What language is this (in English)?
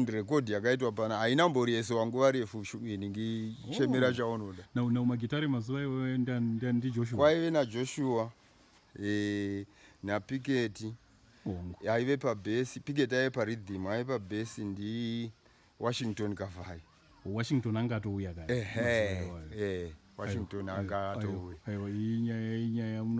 Shona